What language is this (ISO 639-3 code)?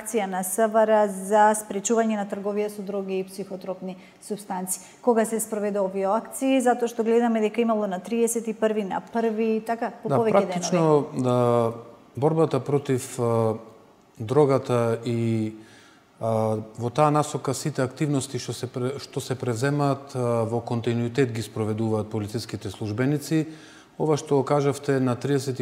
mkd